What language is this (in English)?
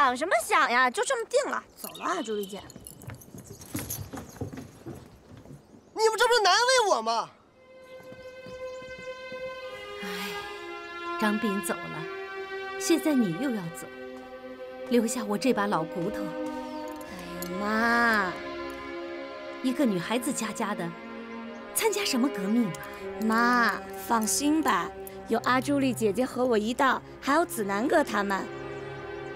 Chinese